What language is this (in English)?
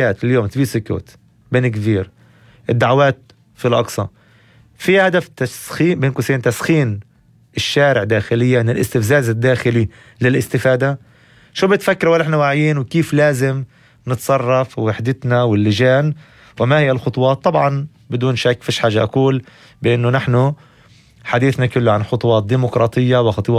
North Levantine Arabic